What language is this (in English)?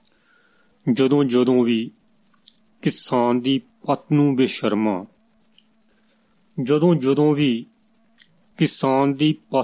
Punjabi